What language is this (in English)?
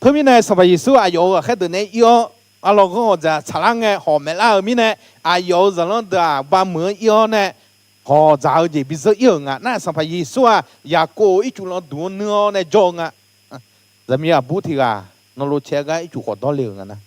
Akha